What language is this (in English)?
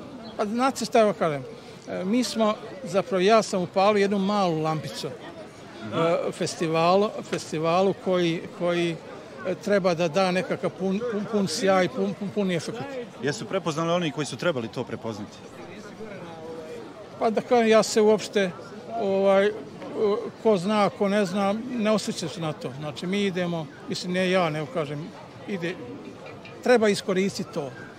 Bosnian